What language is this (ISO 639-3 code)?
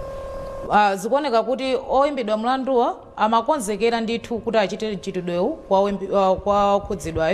nya